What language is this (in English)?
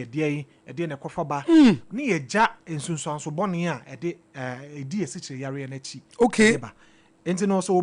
Akan